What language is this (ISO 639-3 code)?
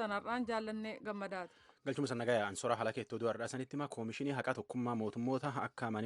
orm